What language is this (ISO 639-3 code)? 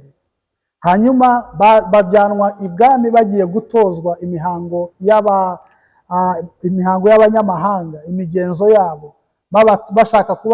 kin